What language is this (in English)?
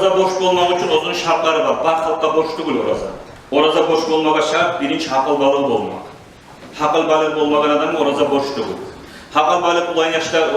Kumyk